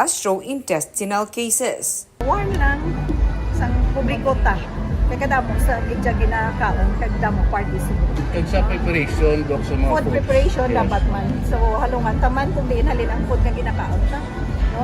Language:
Hiligaynon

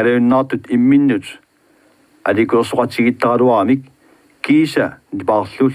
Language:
Kalaallisut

